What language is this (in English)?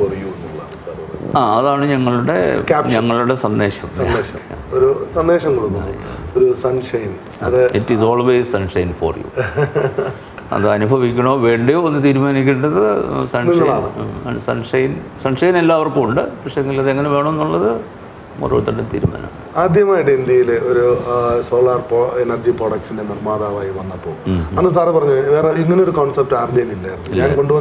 Malayalam